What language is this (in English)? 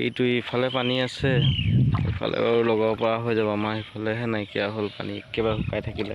Assamese